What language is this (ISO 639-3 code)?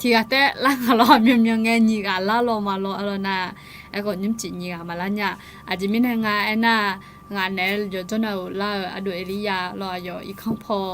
ahk